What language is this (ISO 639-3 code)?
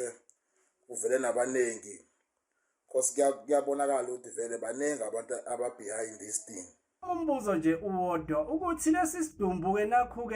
zul